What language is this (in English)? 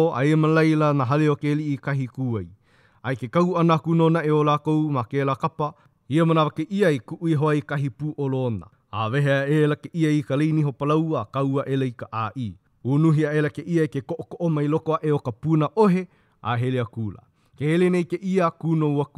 Hawaiian